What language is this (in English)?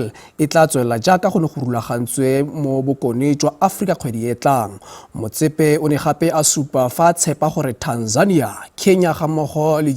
Tswana